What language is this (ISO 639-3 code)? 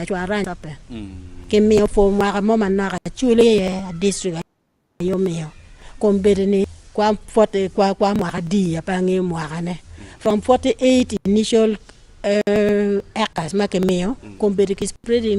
ach